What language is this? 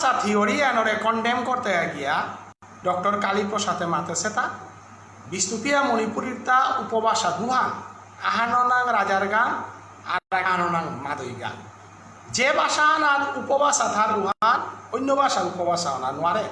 Bishnupriya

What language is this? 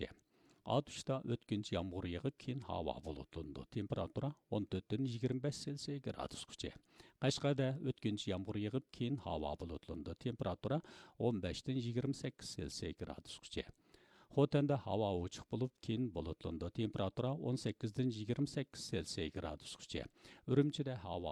Uyghur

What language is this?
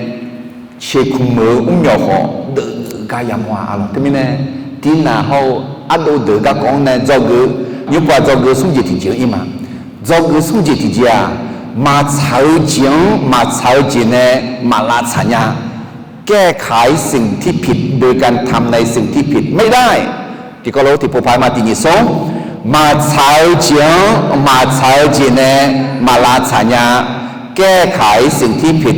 Akha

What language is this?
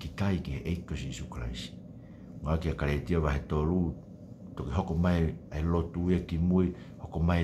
Tongan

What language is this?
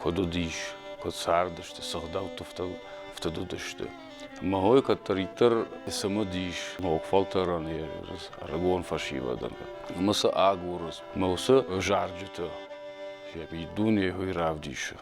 Ossetic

